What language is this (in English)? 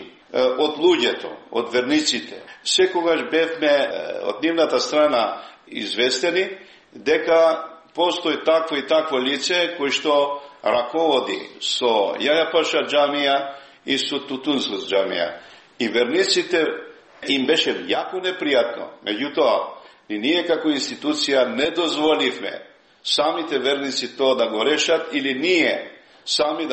Macedonian